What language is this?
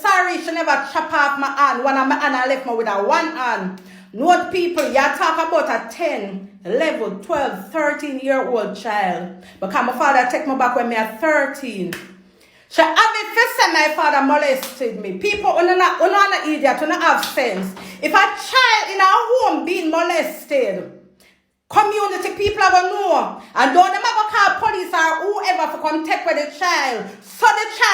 Jamaican Creole English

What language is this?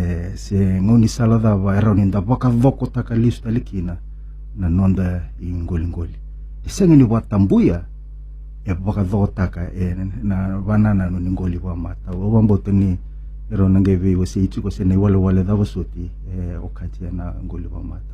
Fijian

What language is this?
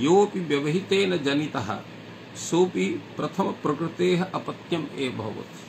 Sanskrit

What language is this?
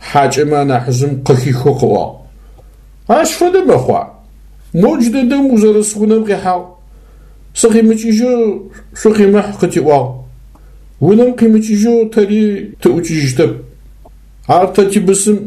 Adyghe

